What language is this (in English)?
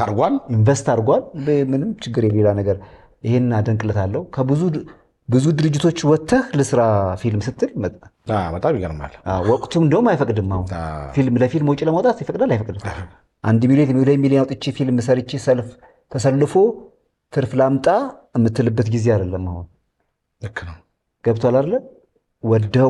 Amharic